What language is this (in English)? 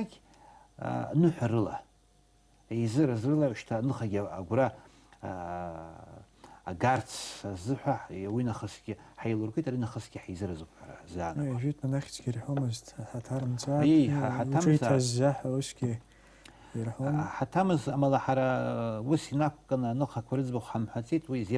Abkhazian